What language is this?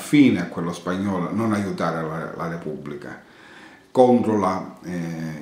Italian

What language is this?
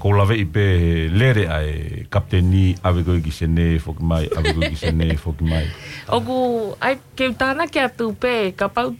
Tongan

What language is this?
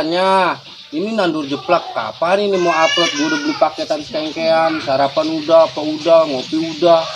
Betawi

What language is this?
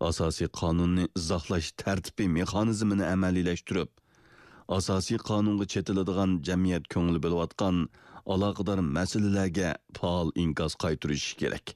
Uyghur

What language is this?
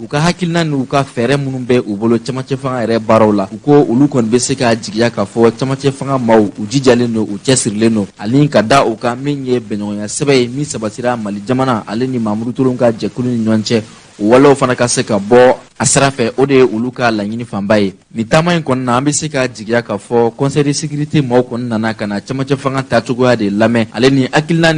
Bambara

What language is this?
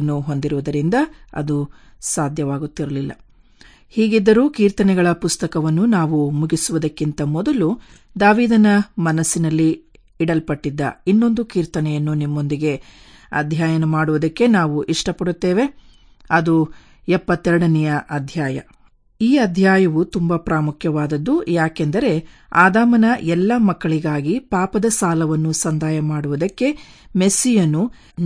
Kannada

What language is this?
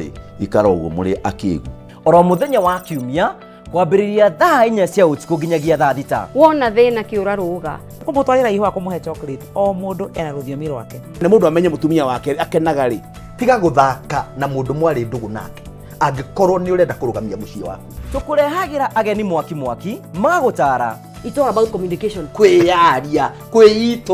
Kikuyu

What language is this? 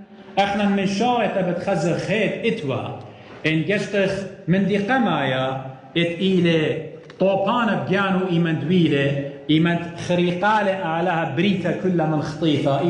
Assyrian Neo-Aramaic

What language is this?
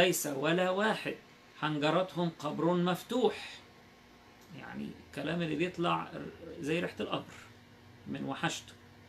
Egyptian Arabic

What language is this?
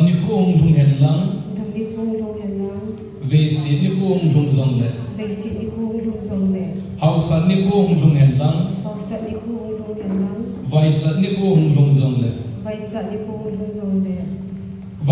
Thado Chin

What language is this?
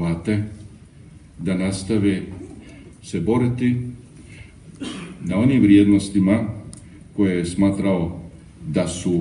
Croatian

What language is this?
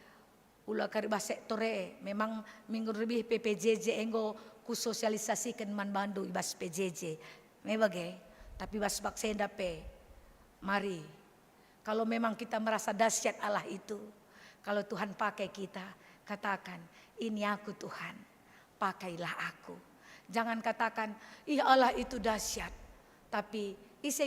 Batak Karo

